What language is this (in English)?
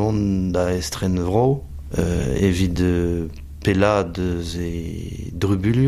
Breton